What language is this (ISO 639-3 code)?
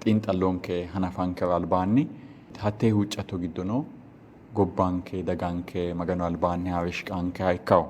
sid